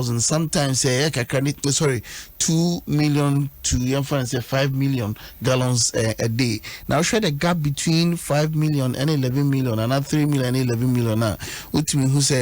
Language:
Akan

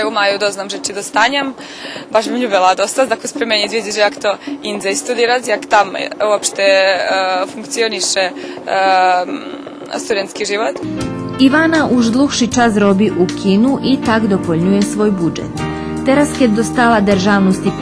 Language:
Rusyn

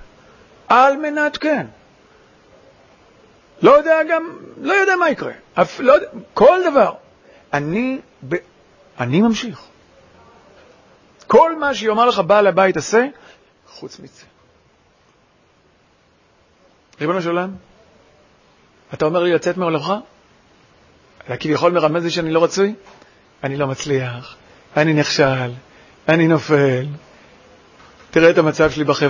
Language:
Hebrew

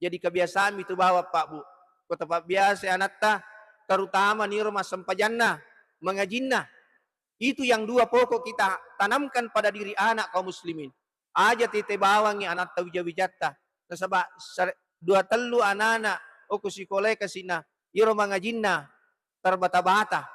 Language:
Buginese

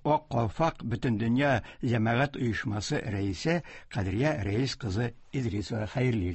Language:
Tatar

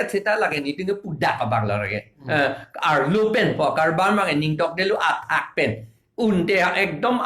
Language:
Karbi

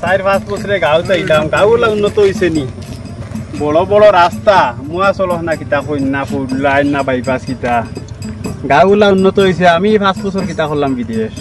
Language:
Sylheti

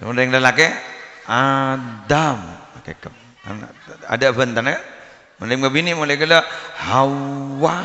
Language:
Madurese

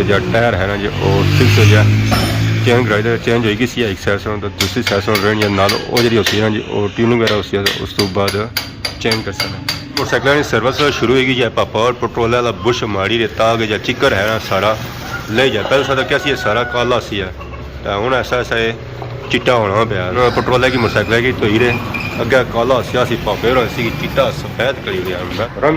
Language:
Pahari-Potwari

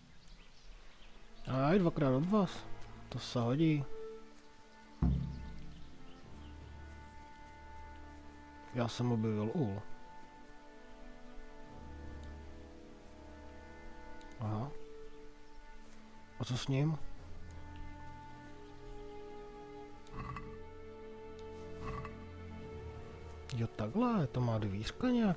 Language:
Czech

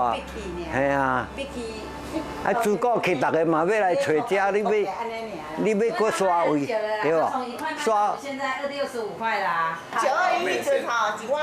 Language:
Min Nan Chinese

